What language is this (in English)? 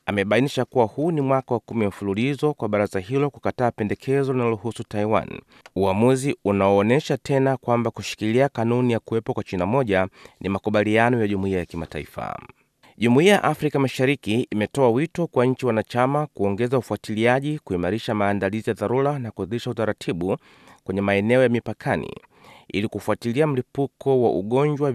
Swahili